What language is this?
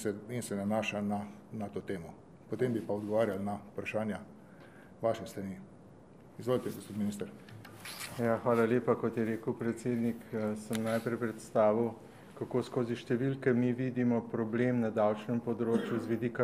Slovenian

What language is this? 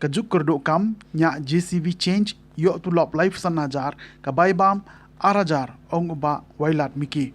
Khasi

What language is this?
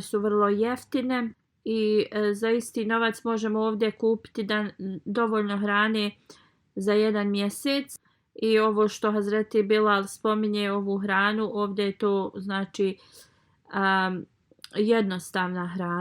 Bosnian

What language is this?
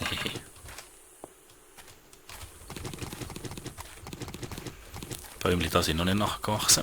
Swiss German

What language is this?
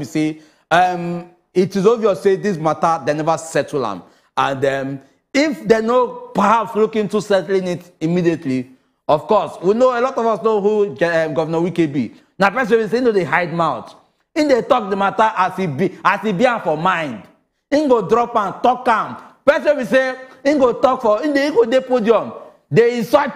Nigerian Pidgin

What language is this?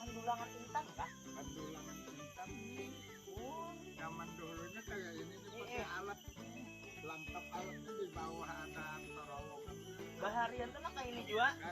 Banjar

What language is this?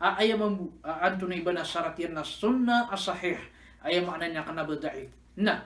Maranao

